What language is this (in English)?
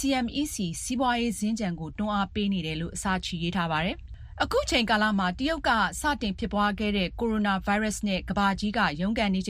Burmese